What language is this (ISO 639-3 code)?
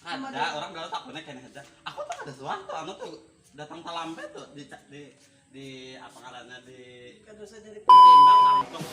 bjn